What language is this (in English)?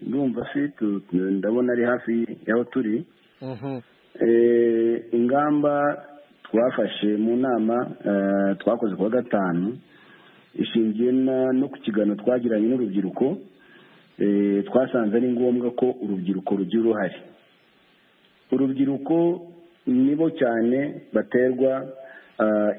Kinyarwanda